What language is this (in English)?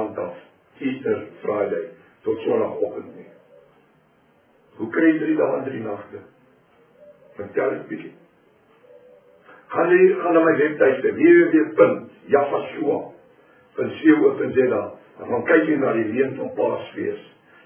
Afrikaans